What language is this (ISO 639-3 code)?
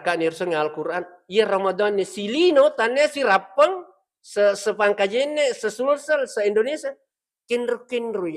bug